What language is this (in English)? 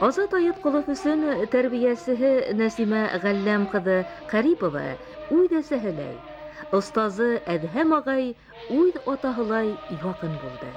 Bashkir